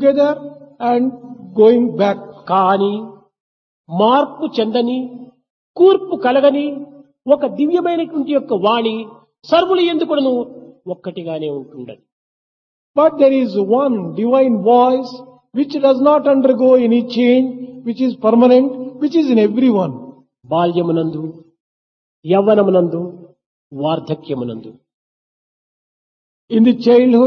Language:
Telugu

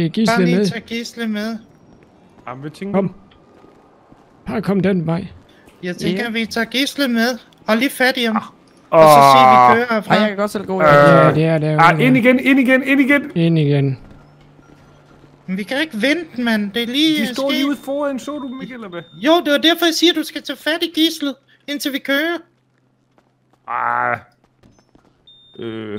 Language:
Danish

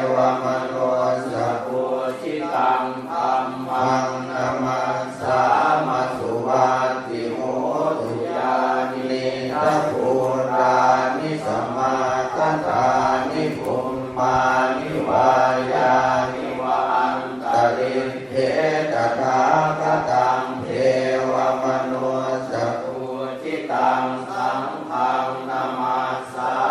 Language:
Pali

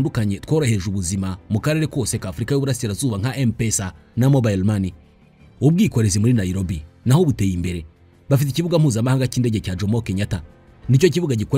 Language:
Kinyarwanda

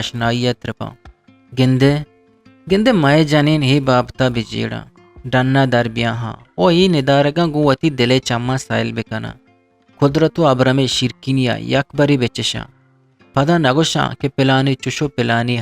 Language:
Eastern Balochi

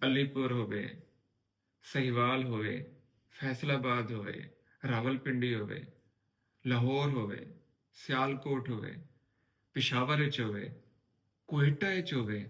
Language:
Saraiki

